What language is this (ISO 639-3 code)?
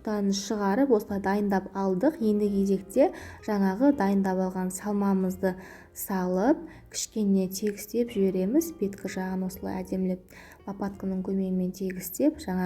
kaz